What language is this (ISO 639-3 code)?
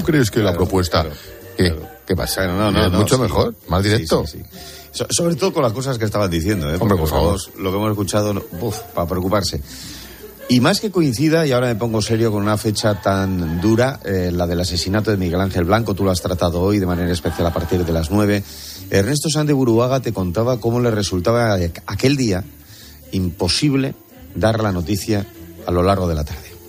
spa